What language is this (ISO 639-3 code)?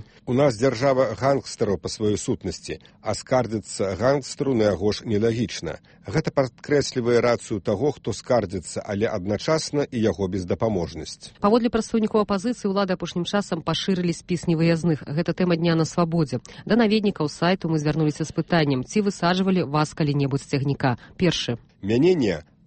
bel